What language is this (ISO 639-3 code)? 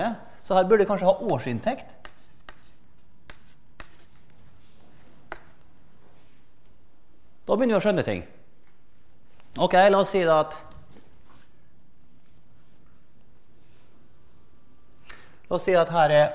nor